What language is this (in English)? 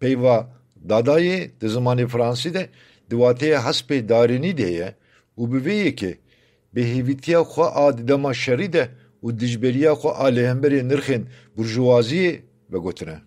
Kurdish